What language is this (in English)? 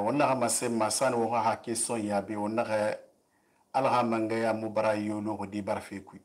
Susu